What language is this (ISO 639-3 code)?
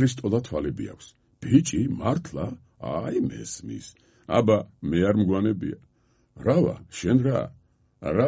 kat